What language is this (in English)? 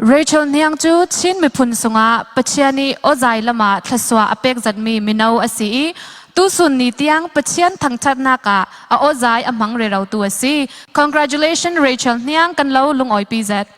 Falam Chin